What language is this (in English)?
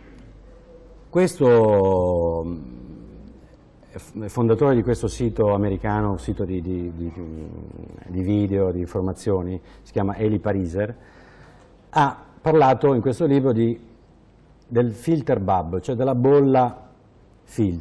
Italian